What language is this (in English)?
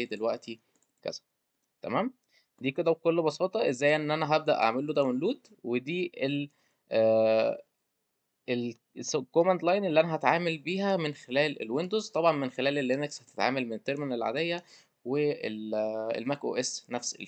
Egyptian Arabic